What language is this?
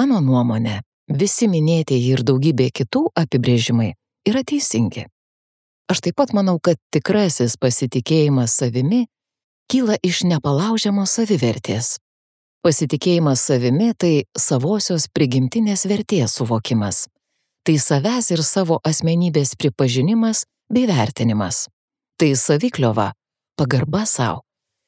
Lithuanian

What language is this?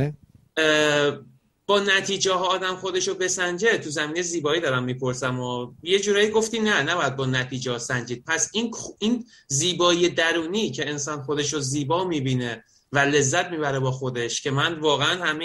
Persian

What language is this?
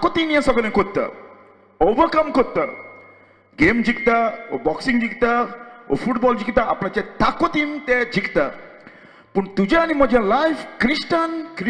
Konkani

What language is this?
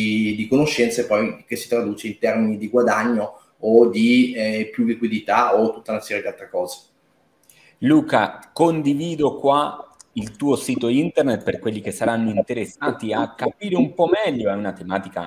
Italian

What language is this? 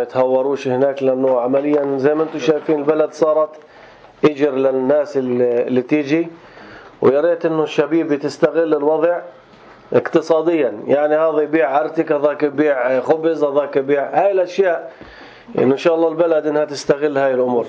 North Levantine Arabic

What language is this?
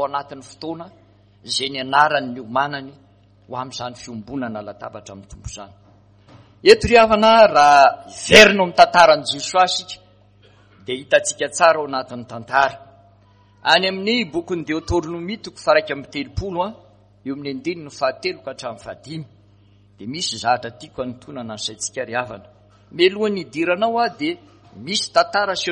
Malagasy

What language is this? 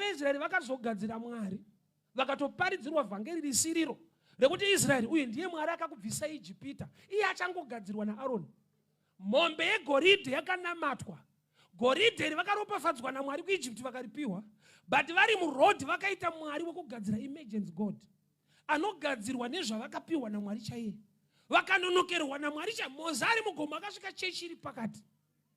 Shona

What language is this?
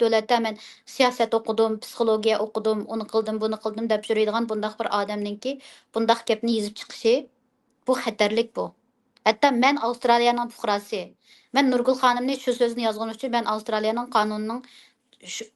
Uyghur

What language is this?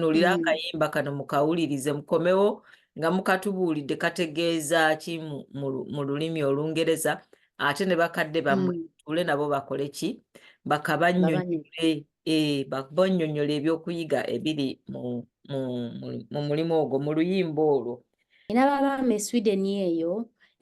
Ganda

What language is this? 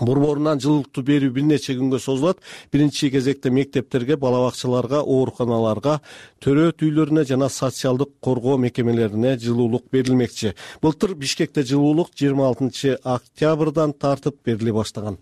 Kyrgyz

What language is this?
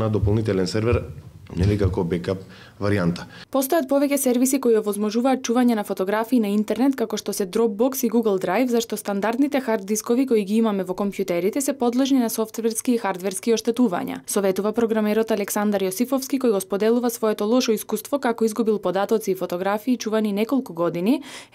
Macedonian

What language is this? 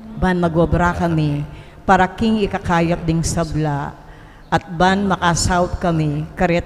Pampanga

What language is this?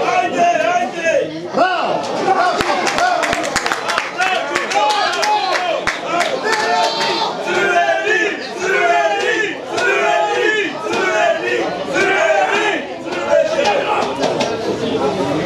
Serbian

